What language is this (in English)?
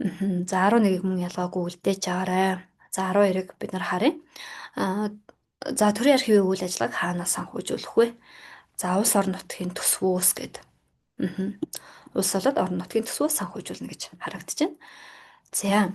Mongolian